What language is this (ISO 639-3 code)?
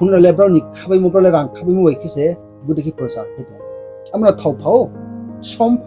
ria